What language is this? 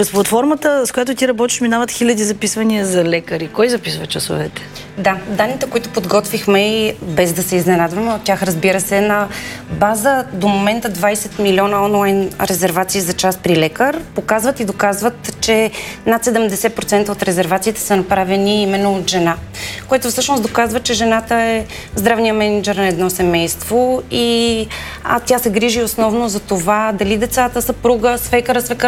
Bulgarian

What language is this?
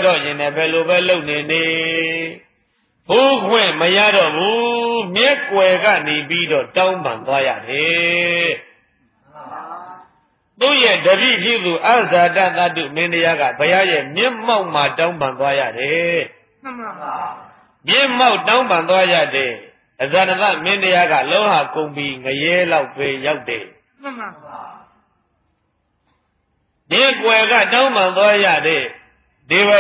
Burmese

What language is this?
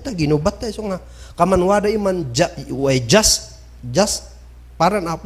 Kankanaey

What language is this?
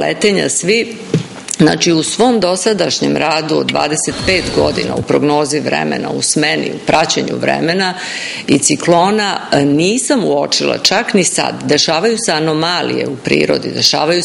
Serbian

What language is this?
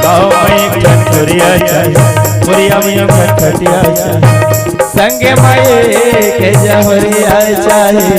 Chhattisgarhi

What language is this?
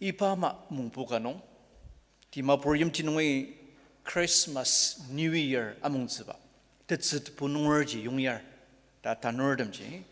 Ao Naga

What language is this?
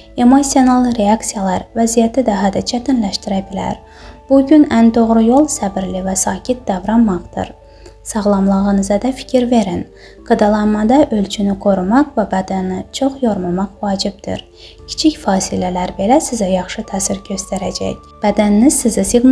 Azerbaijani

